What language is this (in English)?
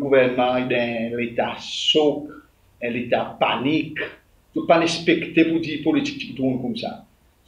Seselwa Creole French